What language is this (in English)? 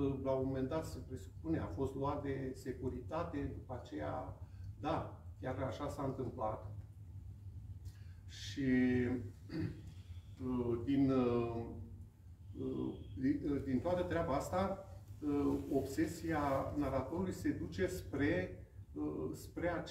Romanian